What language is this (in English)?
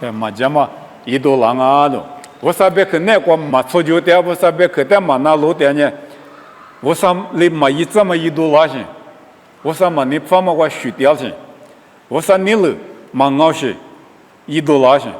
Lisu